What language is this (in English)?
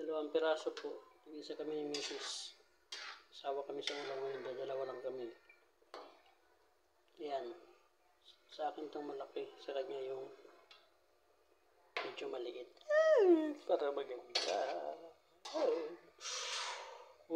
Filipino